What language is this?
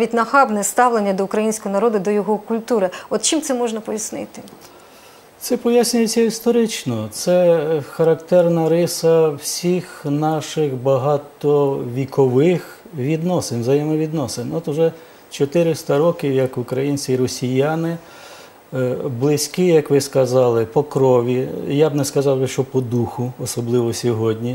Ukrainian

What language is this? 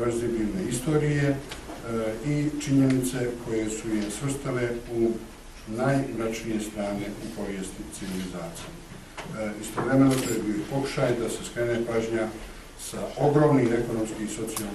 Bosnian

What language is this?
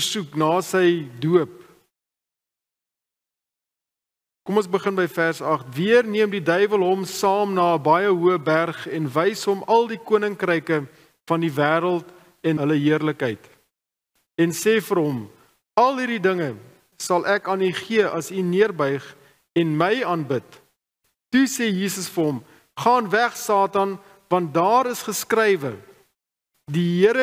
Afrikaans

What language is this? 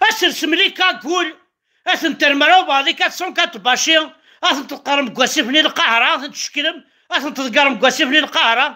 Kabyle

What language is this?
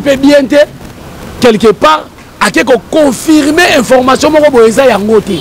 Lingala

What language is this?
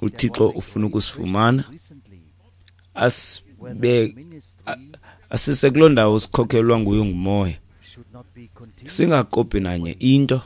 Xhosa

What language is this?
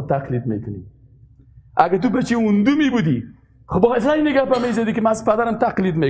Persian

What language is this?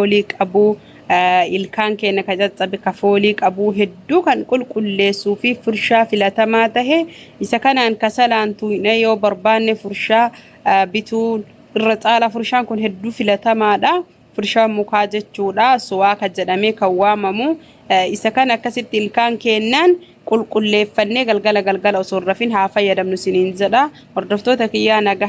Oromo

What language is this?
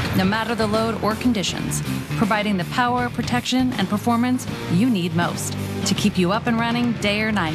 English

